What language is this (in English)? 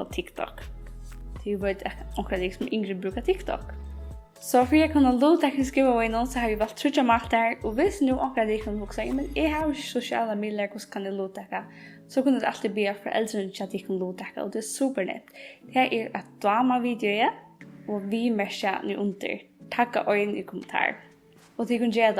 Faroese